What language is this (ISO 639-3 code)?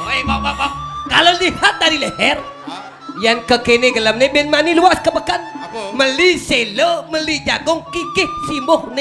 ban